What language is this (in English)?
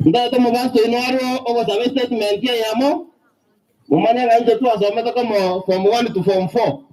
Gusii